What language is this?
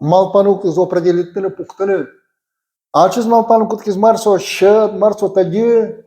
Udmurt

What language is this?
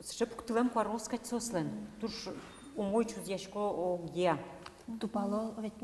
Udmurt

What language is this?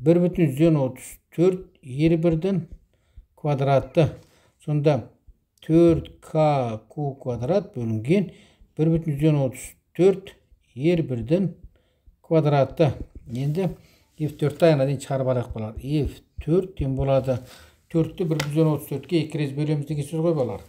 Kazakh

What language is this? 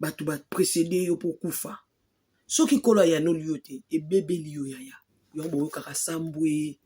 Lingala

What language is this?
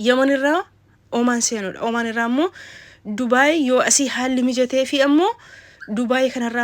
Oromo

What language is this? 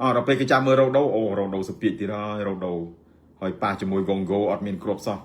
Khmer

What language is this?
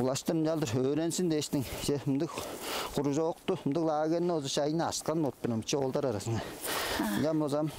Tuvinian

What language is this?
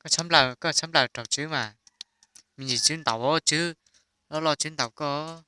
Hmong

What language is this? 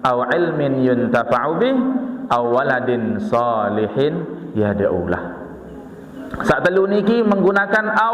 Sasak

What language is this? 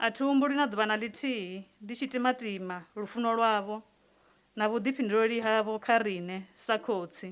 Venda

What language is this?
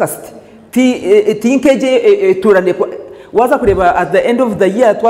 Nyankole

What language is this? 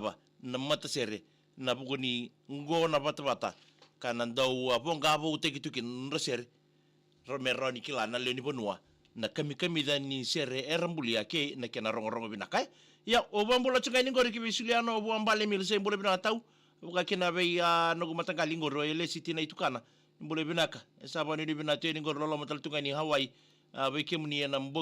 Fijian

